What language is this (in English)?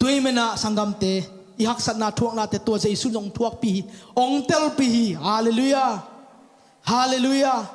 Tedim Chin